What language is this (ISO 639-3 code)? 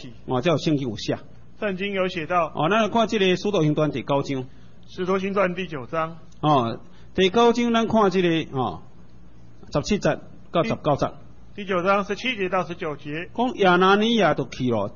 nan